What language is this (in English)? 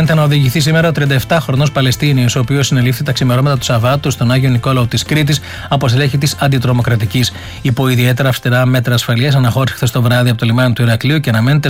Greek